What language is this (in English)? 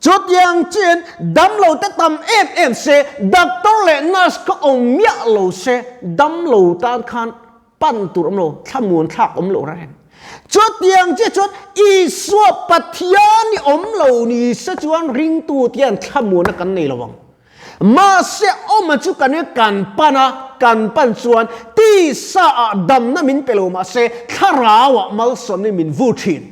Mizo